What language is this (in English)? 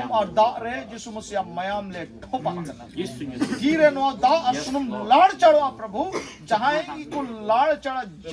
Santali